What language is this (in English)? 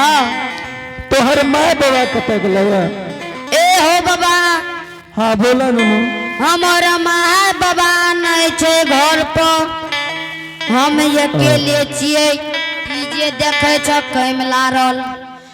Angika